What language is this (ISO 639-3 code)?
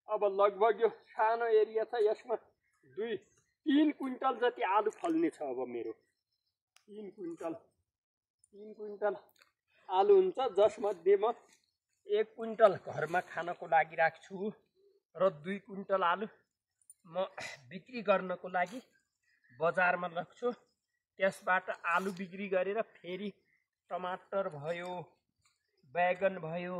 nep